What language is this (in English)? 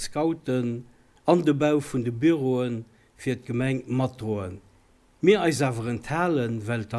Luxembourgish